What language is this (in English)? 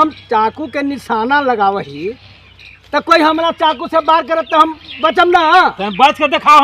Magahi